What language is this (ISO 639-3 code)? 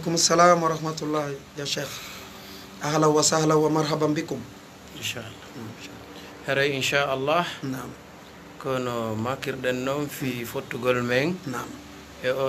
ful